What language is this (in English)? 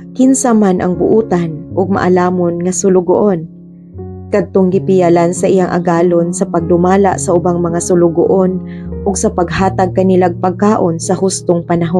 Cebuano